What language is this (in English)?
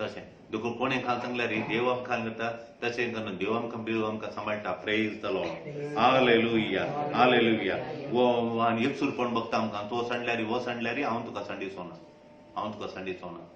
Konkani